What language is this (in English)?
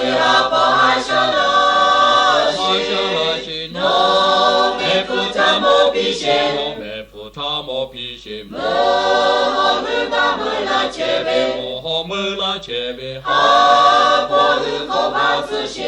Lahu